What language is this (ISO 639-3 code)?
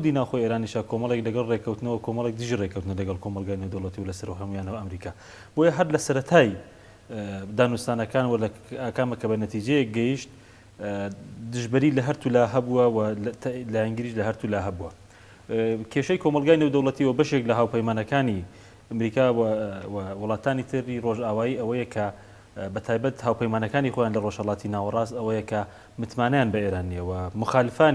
ckb